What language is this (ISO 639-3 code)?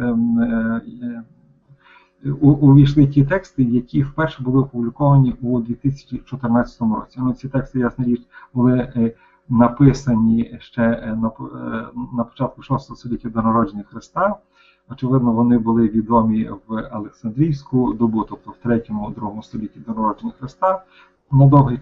ukr